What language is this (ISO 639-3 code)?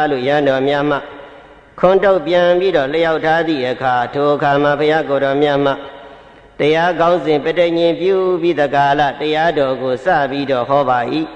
mya